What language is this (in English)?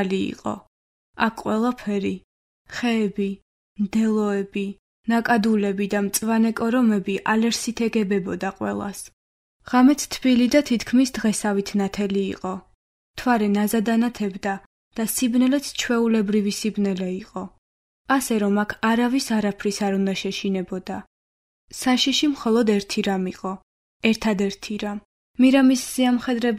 Georgian